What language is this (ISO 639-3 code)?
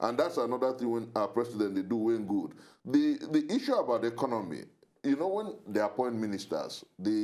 pcm